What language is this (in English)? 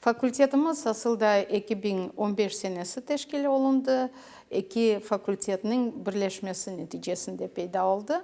Crimean Tatar